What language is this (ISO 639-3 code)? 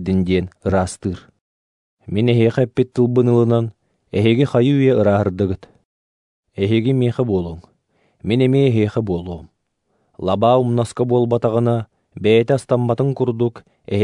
sah